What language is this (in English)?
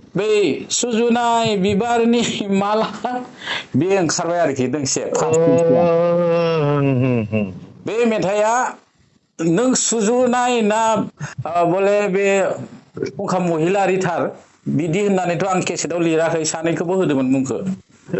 Bodo